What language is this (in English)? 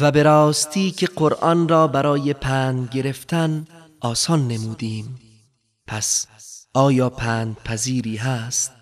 Persian